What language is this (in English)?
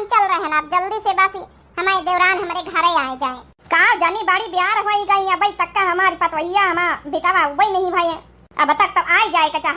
Awadhi